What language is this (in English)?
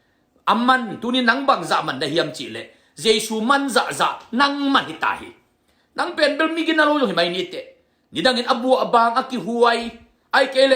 Tedim Chin